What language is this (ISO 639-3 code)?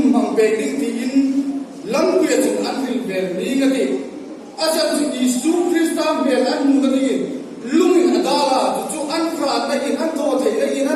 hmr